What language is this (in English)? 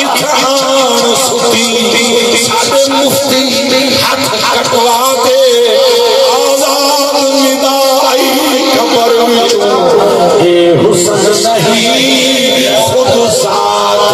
Saraiki